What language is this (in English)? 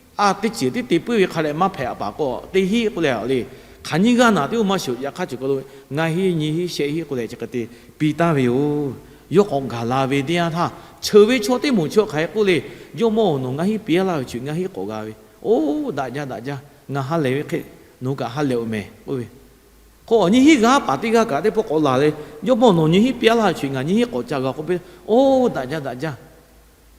Lahu